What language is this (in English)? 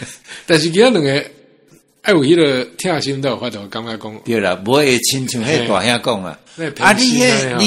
Min Nan Chinese